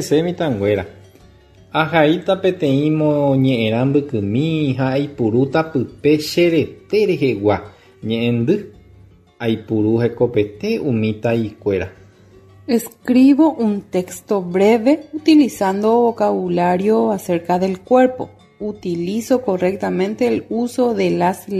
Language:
Guarani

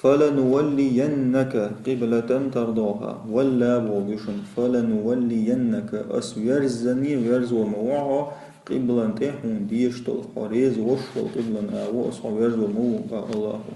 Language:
Chechen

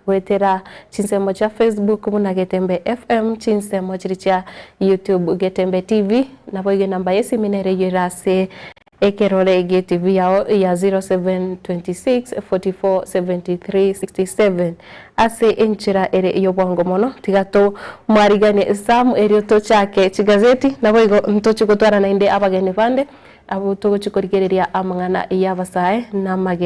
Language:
Gusii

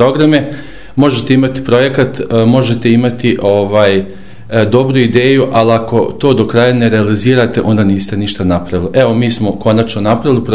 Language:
Bosnian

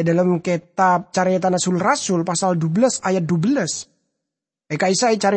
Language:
Madurese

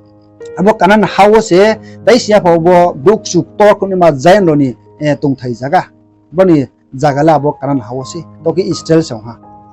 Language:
Riang (India)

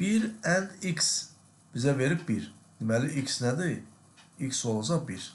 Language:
Azerbaijani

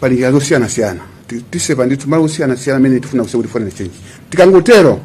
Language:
Nyanja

